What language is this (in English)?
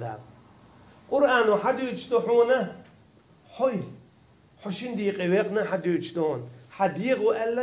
Chechen